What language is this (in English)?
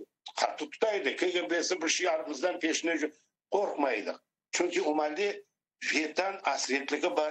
Crimean Tatar